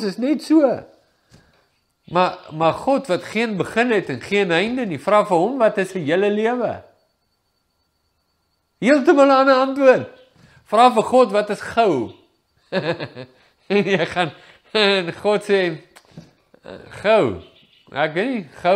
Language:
Afrikaans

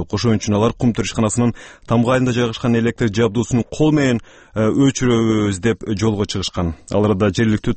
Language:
Kyrgyz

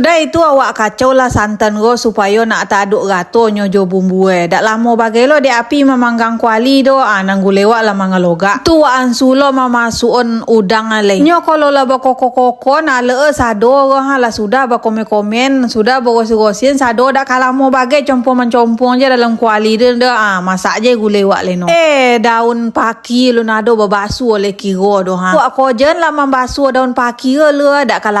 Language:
Minangkabau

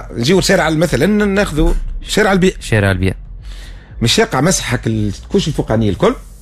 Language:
Tunisian Arabic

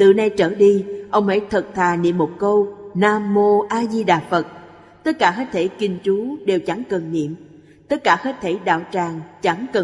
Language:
Vietnamese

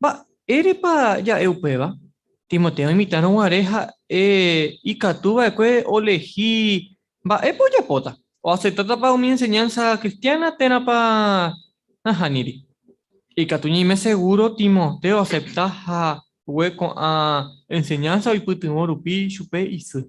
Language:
Guarani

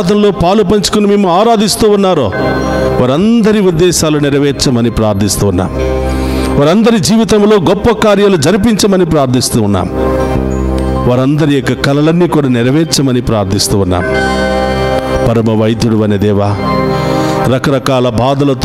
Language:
Telugu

